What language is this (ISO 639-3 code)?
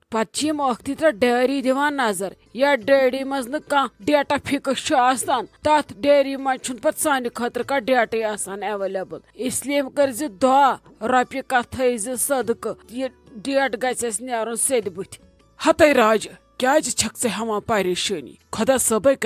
kas